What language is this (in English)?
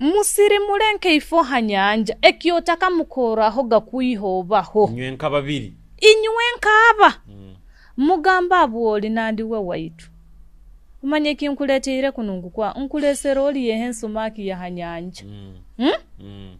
Nyoro